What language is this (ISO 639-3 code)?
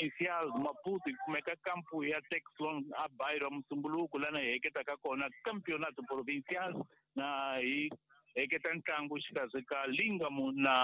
tso